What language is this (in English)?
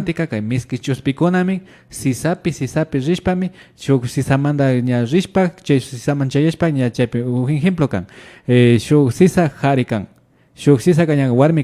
Imbabura Highland Quichua